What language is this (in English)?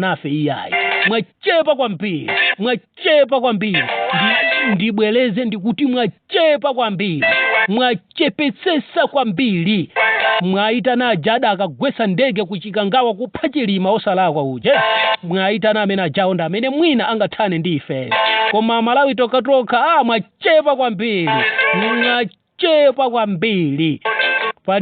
Nyanja